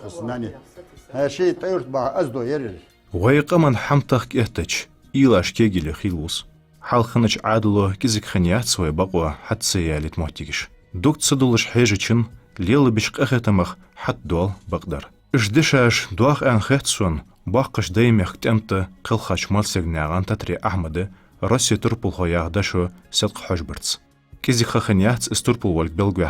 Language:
Ingush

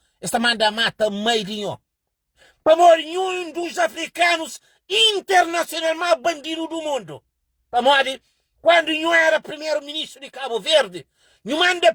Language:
Kabuverdianu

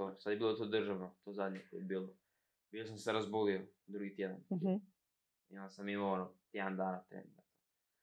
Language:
Croatian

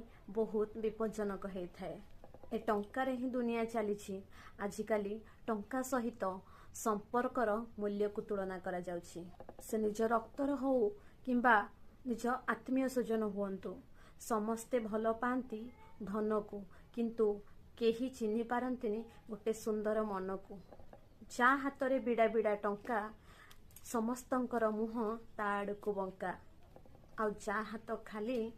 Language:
Odia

